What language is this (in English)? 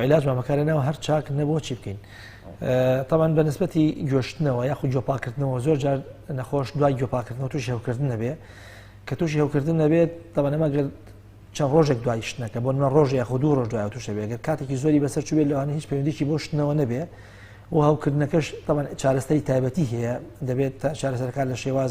Central Kurdish